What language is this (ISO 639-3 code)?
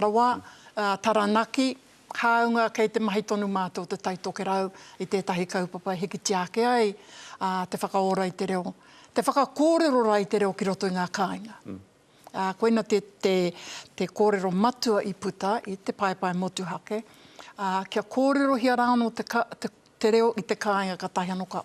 mri